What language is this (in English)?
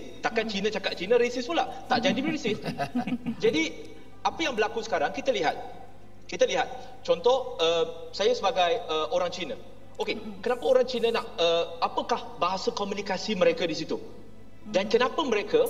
Malay